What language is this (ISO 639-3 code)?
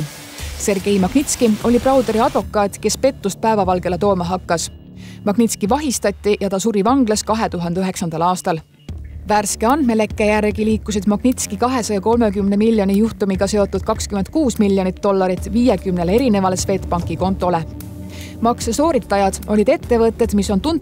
est